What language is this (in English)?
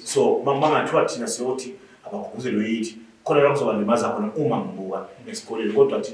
Zulu